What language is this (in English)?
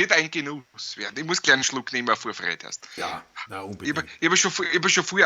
Bavarian